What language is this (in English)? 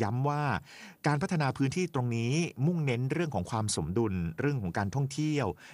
Thai